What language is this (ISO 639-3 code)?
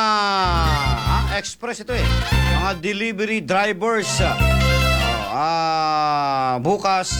fil